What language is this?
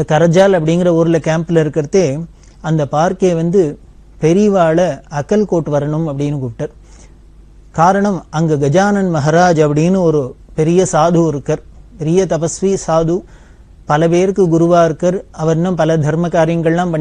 Tamil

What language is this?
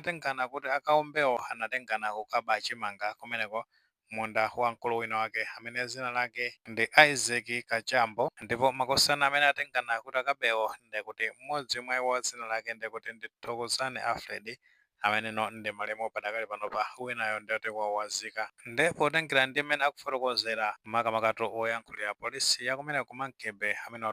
Nyanja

